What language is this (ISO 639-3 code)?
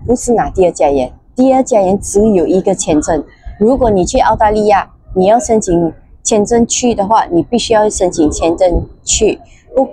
zho